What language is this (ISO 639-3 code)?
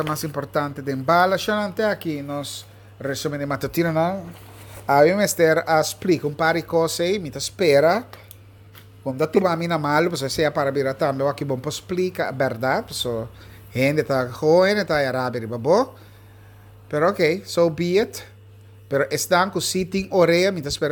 pap